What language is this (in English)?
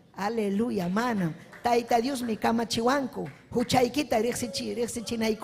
Ayacucho Quechua